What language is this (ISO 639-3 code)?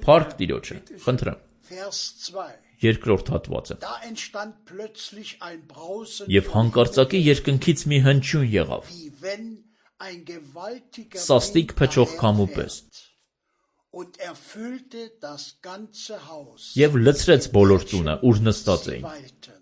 hye